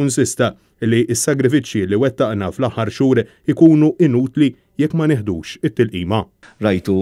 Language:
Maltese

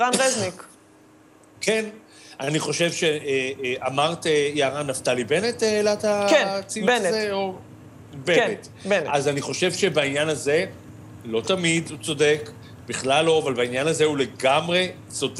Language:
Hebrew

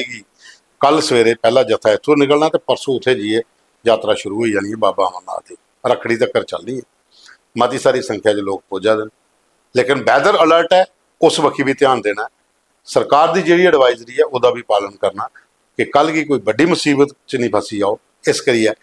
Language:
Dogri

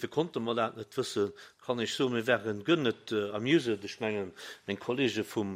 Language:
Luxembourgish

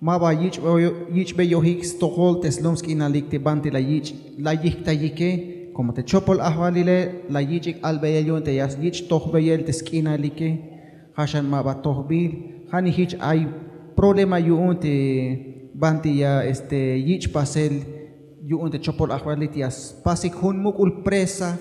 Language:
Tzeltal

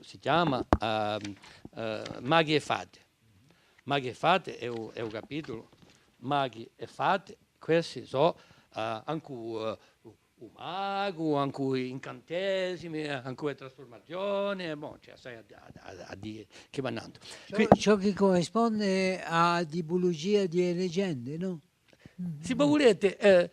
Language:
Corsican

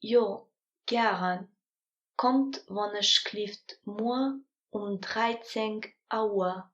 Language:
Luxembourgish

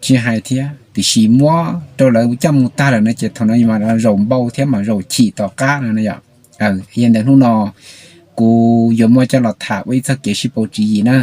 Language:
Hmong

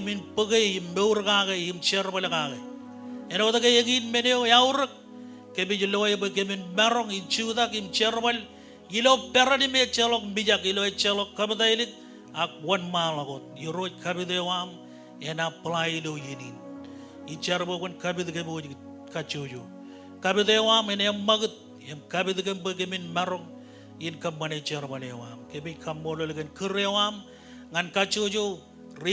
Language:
Marshallese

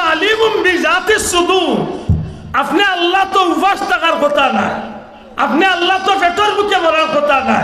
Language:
Sylheti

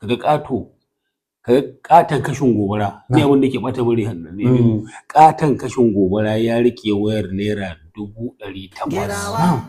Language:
Hausa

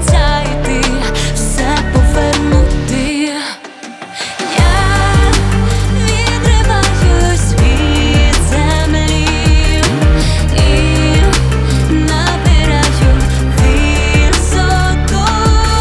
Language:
Ukrainian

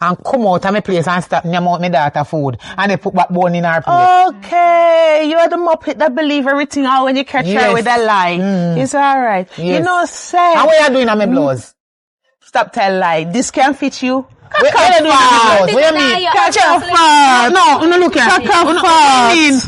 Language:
Jamaican Creole English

